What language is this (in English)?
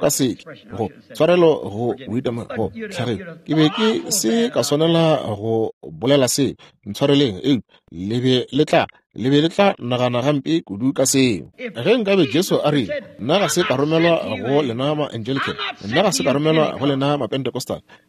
Northern Sotho